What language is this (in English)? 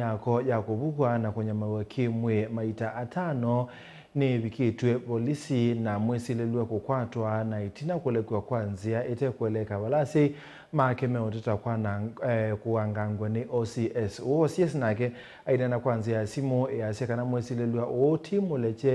Kamba